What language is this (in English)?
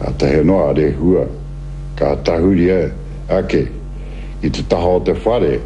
Māori